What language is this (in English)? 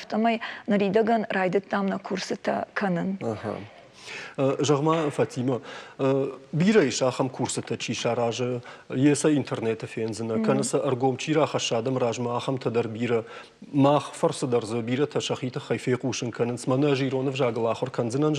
Ossetic